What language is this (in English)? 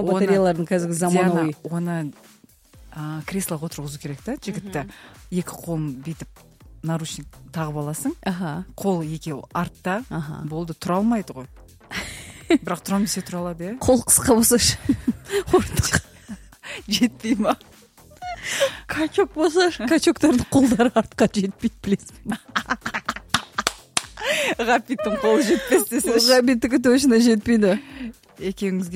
Kazakh